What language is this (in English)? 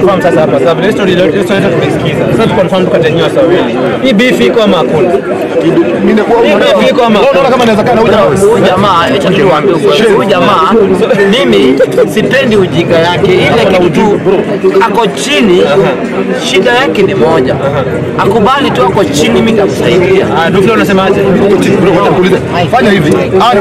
Swahili